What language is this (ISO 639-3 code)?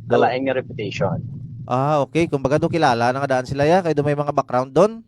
hil